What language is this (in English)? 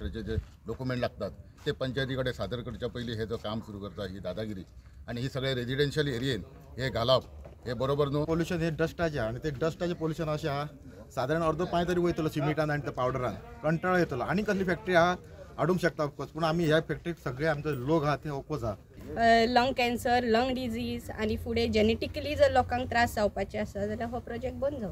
Konkani